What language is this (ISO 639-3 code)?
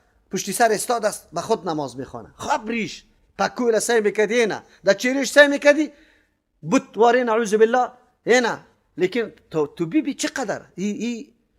fas